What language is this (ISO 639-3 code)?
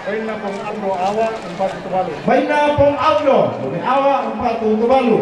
sda